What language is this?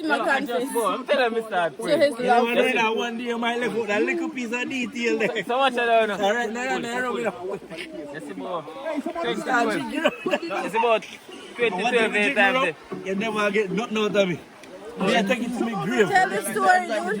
Jamaican Creole English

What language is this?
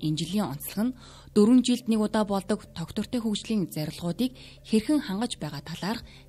Mongolian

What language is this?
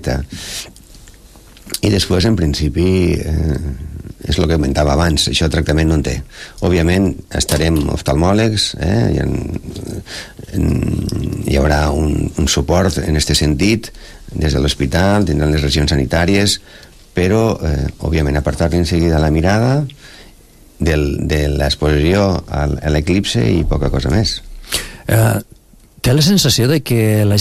Catalan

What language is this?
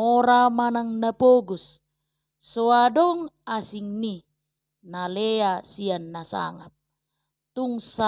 Batak Toba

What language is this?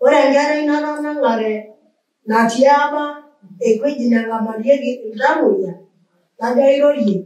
Masai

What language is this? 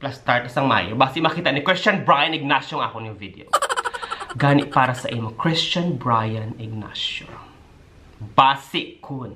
Hiligaynon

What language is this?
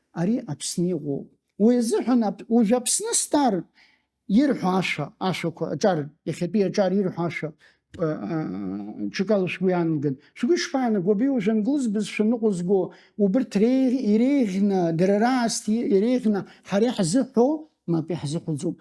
Abkhazian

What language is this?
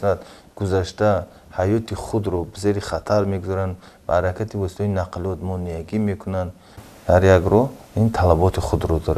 Tajik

